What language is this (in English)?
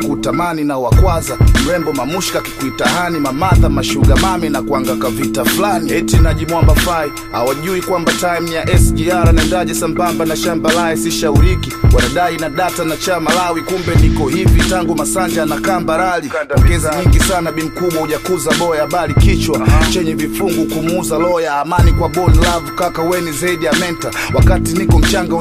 Swahili